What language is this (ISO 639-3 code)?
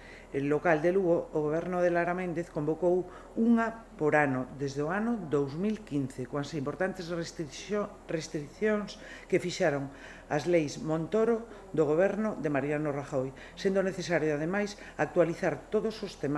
glg